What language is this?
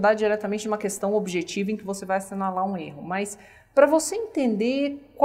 Portuguese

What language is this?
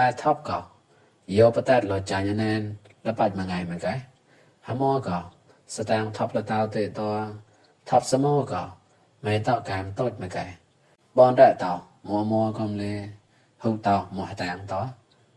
Mon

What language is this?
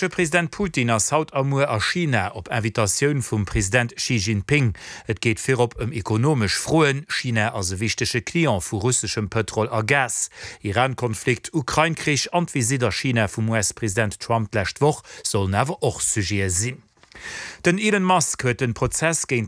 Luxembourgish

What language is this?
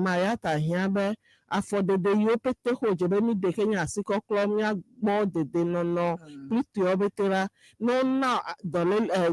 Ewe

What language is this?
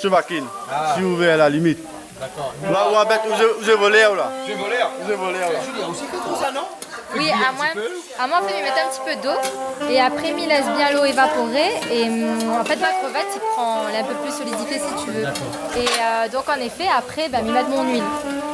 Réunion Creole French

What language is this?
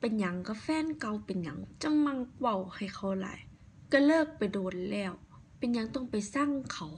Northeastern Thai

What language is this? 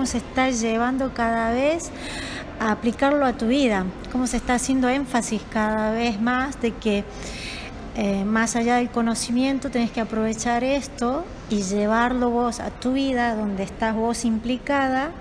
Spanish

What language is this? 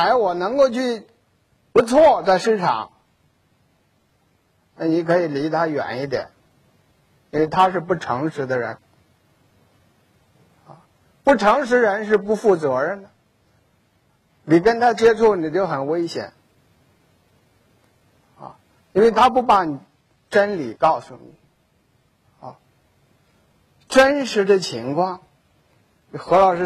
Chinese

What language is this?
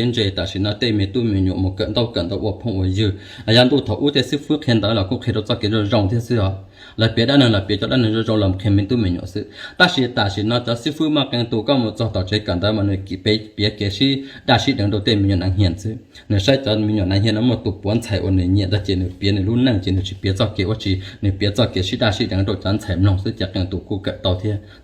Hmong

